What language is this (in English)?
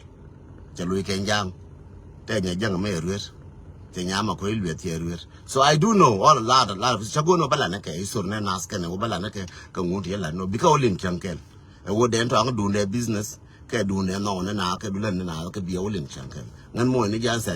Nuer